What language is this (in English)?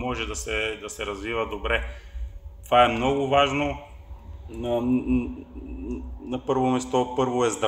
Bulgarian